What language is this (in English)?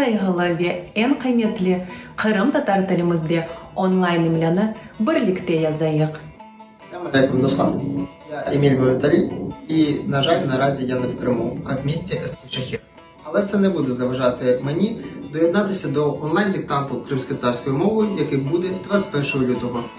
Crimean Tatar